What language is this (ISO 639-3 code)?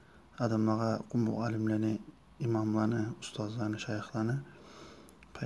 kum